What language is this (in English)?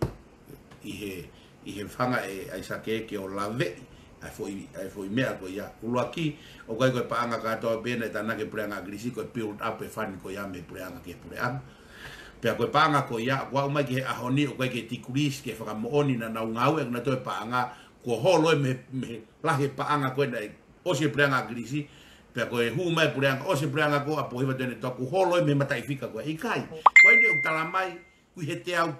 Tongan